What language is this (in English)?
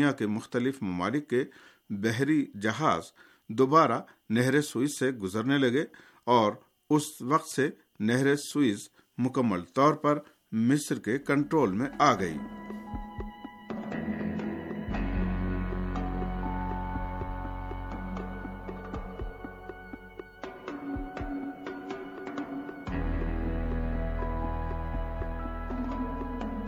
Urdu